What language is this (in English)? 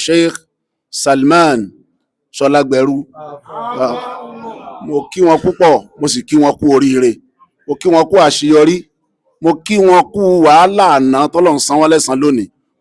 Yoruba